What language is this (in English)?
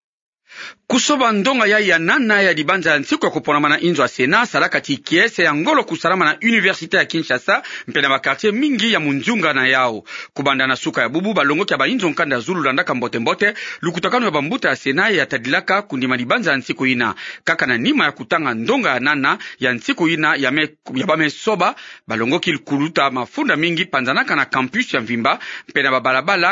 Kituba (Democratic Republic of Congo)